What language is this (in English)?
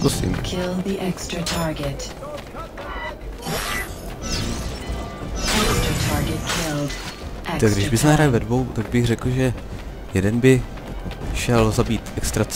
Czech